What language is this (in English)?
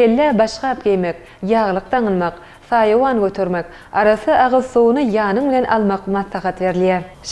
Turkmen